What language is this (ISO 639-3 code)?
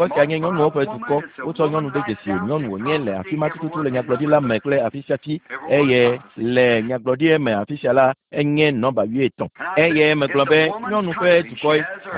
ewe